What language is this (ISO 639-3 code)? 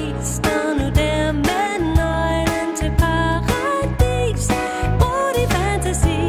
dan